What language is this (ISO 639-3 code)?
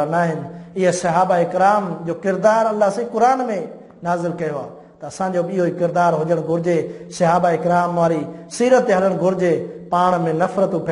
snd